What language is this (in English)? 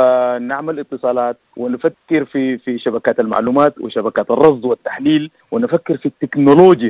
Sudanese Arabic